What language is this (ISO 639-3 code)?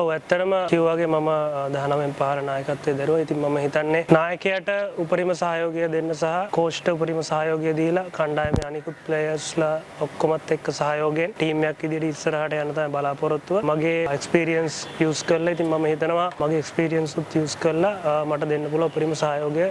sin